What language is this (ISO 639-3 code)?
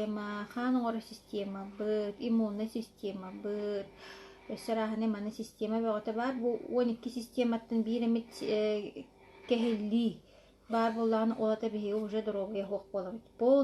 sah